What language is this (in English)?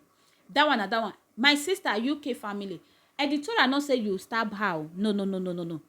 Nigerian Pidgin